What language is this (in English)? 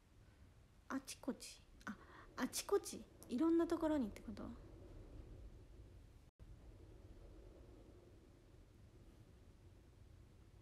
Japanese